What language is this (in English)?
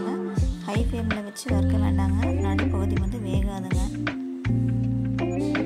Tamil